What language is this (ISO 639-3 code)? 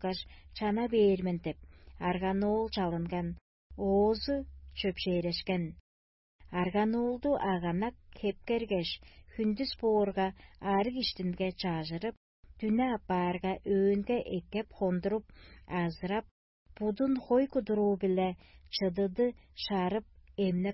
tyv